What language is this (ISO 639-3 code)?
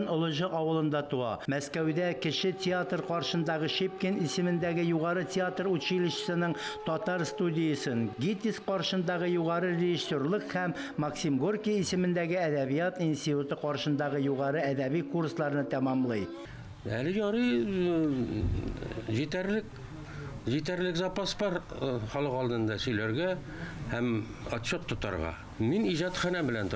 tat